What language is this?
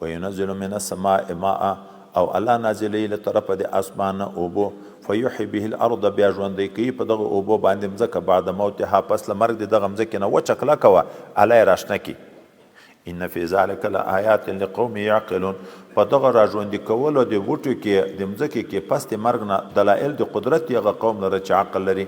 Pashto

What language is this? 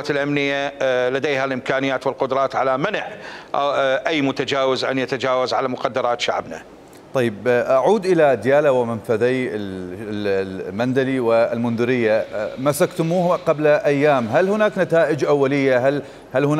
Mesopotamian Arabic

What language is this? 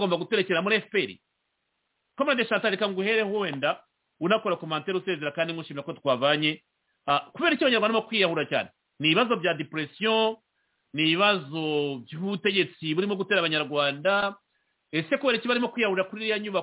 Kinyarwanda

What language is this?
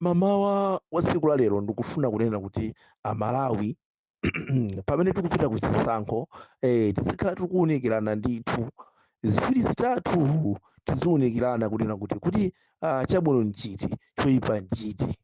Nyanja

